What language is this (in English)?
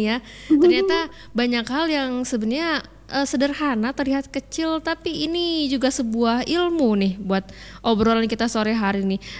Indonesian